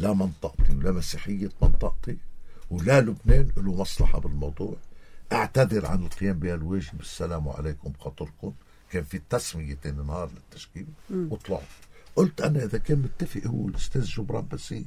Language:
North Levantine Arabic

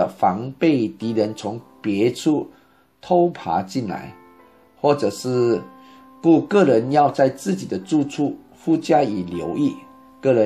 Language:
Chinese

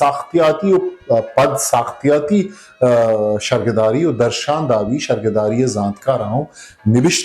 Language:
Eastern Balochi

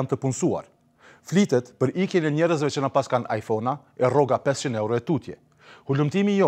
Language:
Albanian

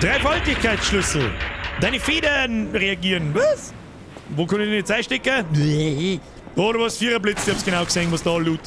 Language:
Bavarian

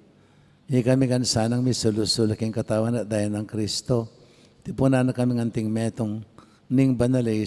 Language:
Pampanga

